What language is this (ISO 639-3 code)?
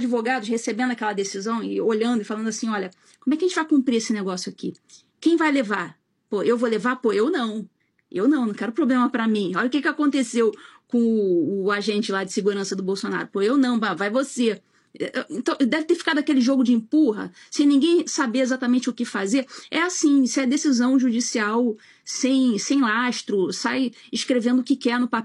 por